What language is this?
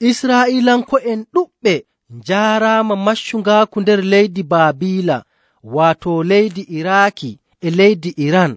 Nigerian Fulfulde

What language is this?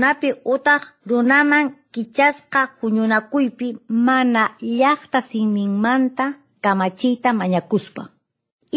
Quechua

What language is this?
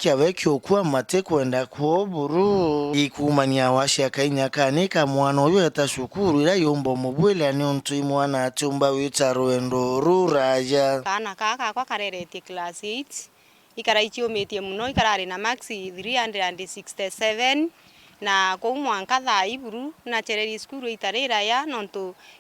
Meru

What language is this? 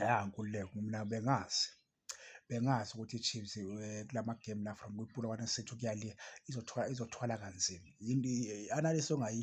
Zulu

